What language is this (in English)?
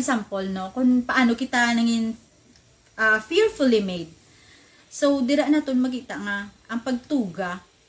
Hiligaynon